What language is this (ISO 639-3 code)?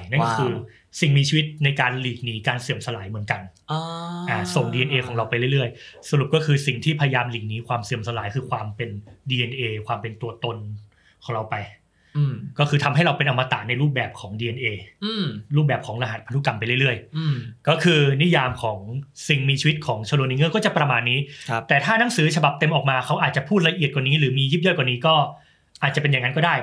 tha